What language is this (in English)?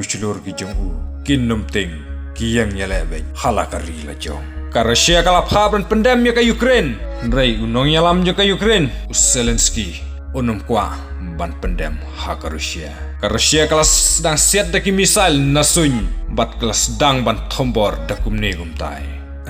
Khasi